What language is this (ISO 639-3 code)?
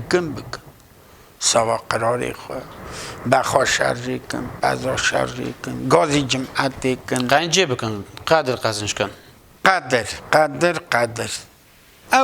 kur